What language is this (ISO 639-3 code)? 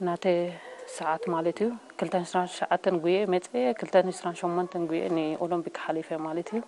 tir